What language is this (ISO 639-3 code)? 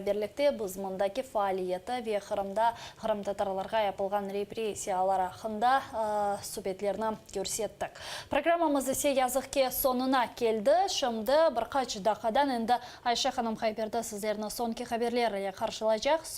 crh